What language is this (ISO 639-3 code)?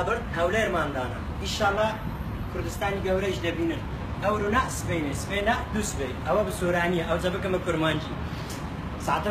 kur